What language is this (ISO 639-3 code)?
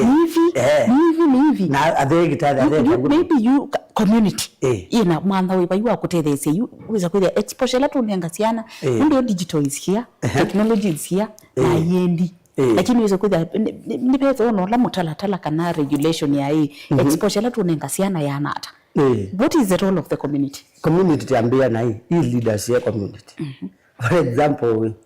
kam